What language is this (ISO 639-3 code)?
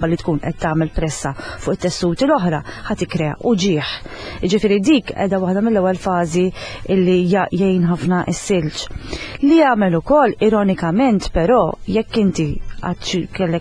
mlt